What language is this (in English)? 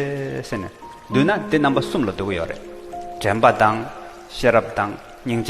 Tibetan